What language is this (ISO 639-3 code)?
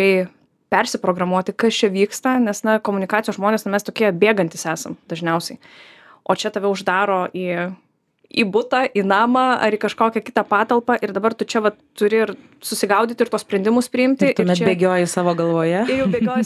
lit